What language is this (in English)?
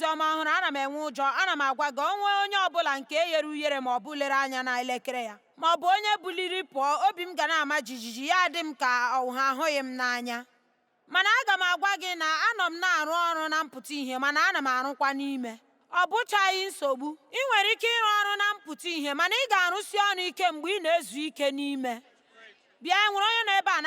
Igbo